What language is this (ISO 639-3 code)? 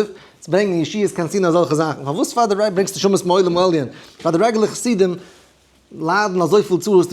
yid